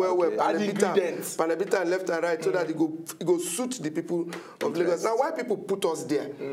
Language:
Nigerian Pidgin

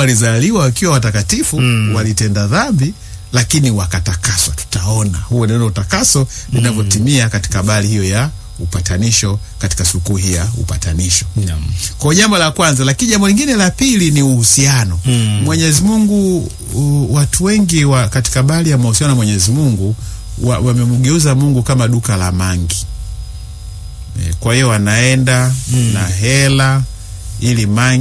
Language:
Swahili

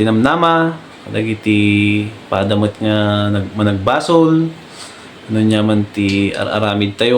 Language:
Iloko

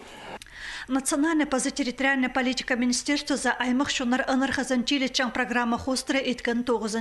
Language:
Khakas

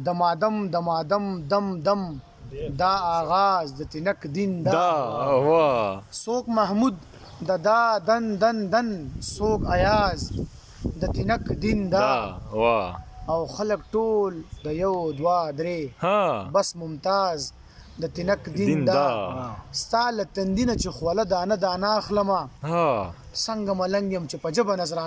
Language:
Pashto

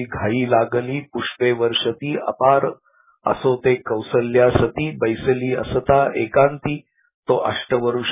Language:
Marathi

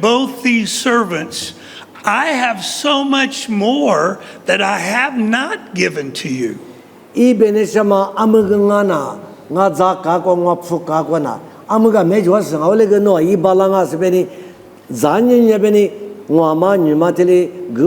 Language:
Lisu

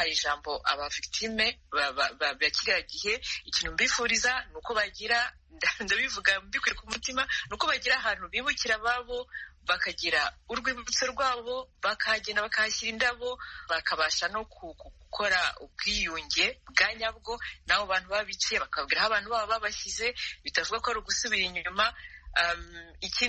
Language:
Kinyarwanda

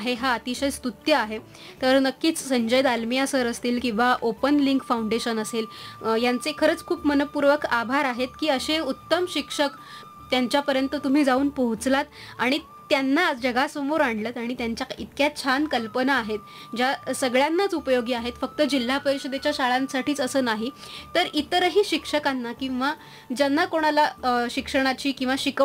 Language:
Marathi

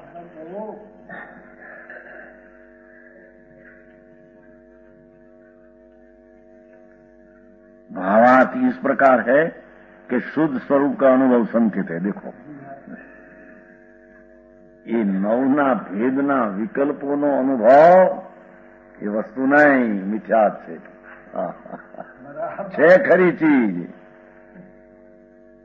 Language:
Gujarati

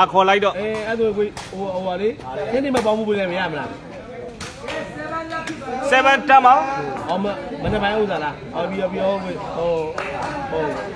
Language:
Burmese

